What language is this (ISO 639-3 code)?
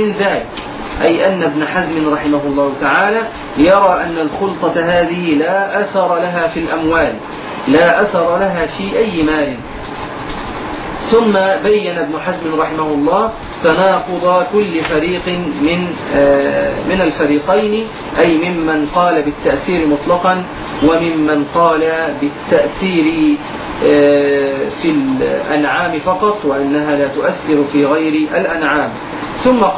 ara